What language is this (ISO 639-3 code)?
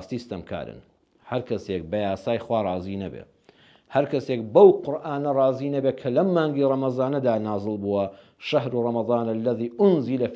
ckb